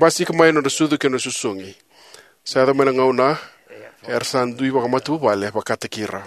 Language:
Fijian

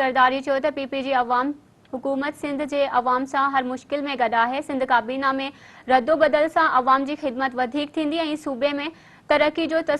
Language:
Sindhi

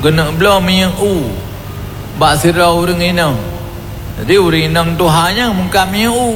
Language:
Achinese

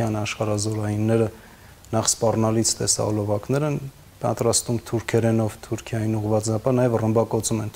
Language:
Armenian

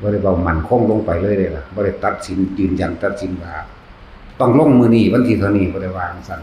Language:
Northeastern Thai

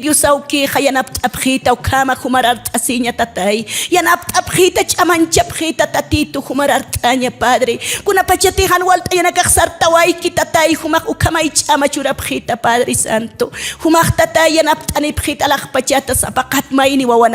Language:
Aymara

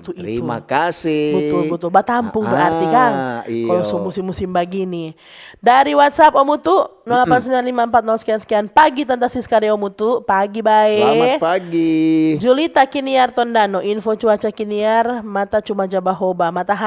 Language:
Manado Malay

